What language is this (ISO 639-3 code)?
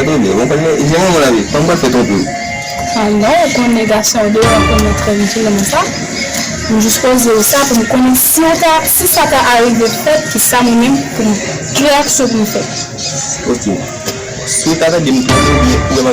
hat